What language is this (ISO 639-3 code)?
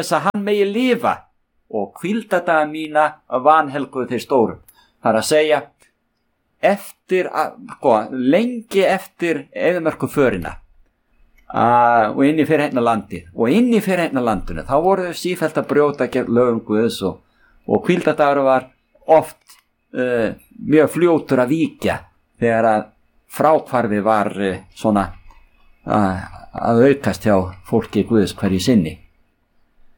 isl